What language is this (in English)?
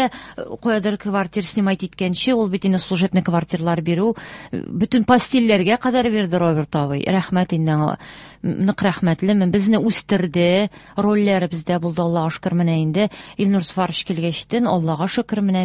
Tatar